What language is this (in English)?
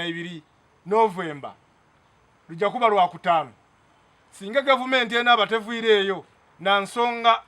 Soga